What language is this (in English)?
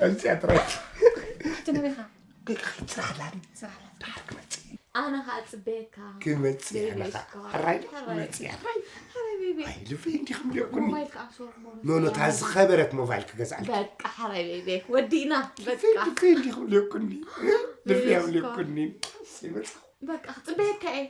Tigrinya